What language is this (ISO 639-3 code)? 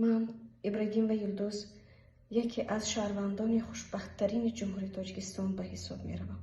tgk